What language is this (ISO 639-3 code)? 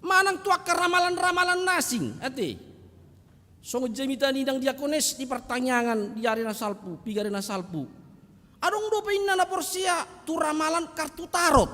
bbc